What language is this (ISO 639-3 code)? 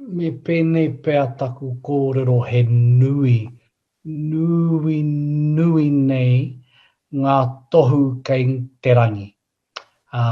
mri